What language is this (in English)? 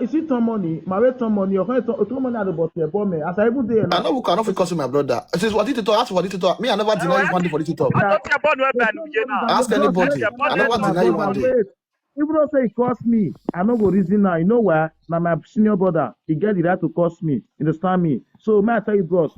Nigerian Pidgin